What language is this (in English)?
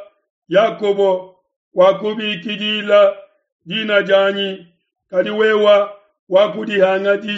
Luba-Lulua